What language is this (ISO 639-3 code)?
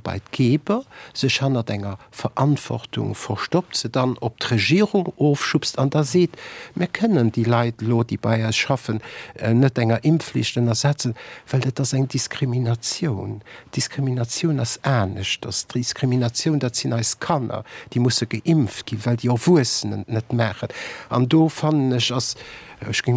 ltz